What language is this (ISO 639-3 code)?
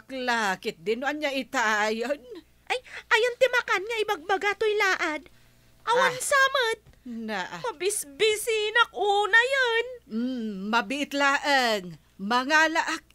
ilo